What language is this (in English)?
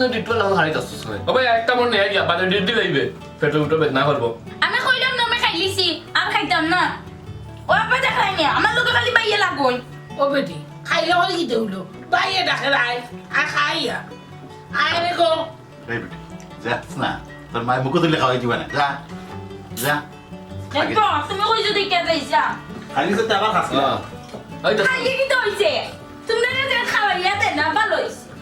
Sylheti